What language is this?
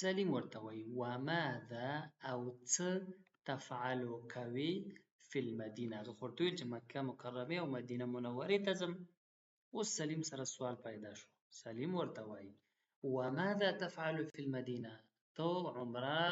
Pashto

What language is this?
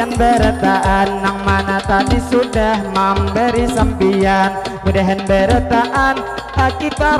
Banjar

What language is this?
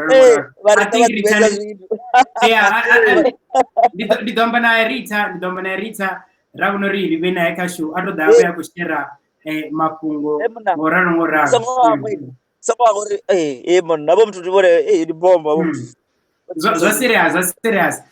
Venda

